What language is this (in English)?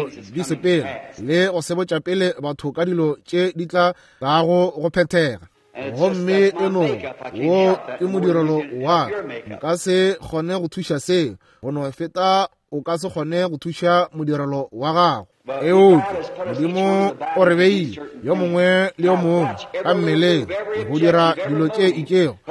Northern Sotho